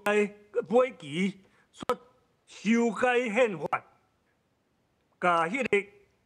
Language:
Min Nan Chinese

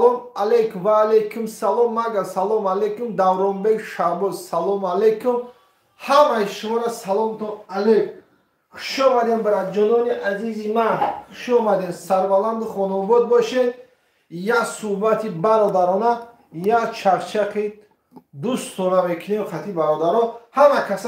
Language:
Tajik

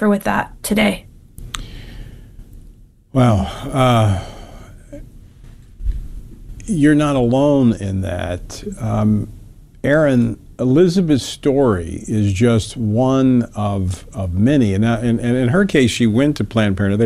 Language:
English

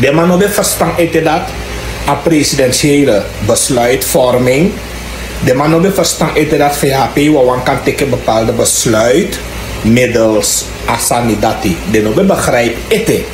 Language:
Sranan Tongo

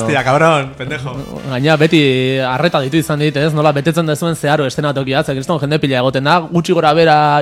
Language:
Basque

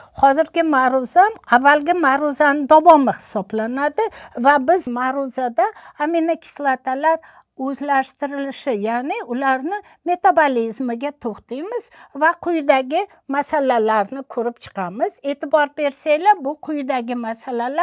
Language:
Uzbek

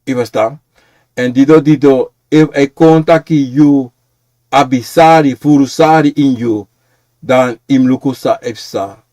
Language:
Sranan Tongo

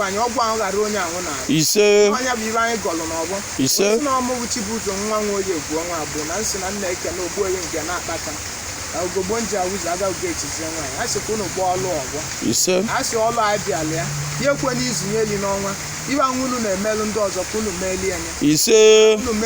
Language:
Igbo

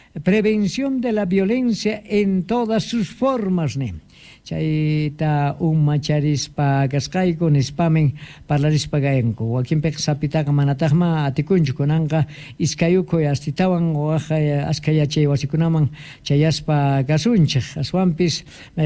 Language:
Quechua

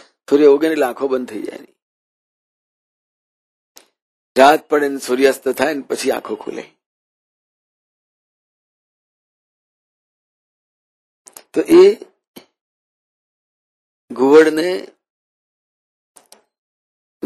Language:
Gujarati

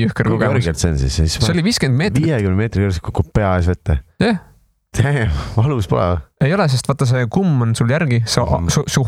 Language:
Estonian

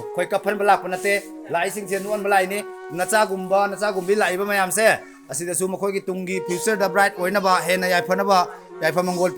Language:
Manipuri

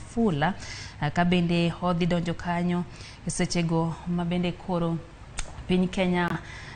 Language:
Luo (Kenya and Tanzania)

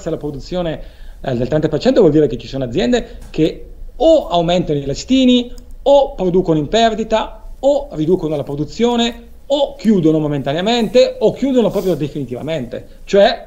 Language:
Italian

